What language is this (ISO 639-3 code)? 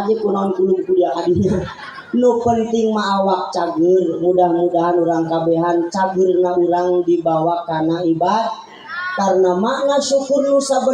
sun